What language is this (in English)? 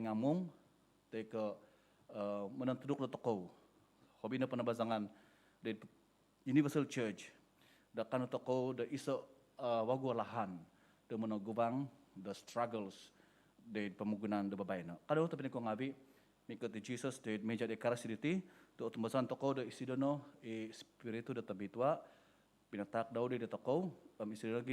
Central Dusun